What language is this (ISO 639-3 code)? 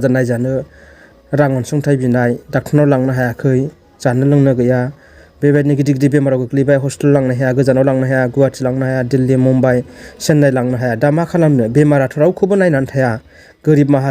brx